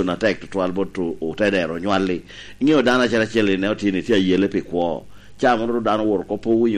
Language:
Lango (Uganda)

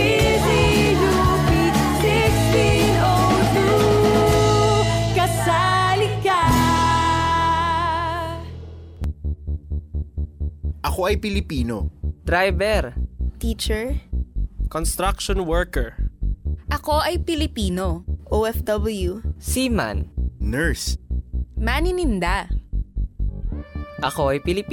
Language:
Filipino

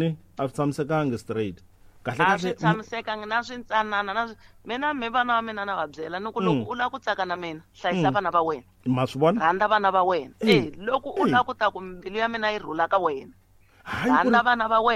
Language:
Tsonga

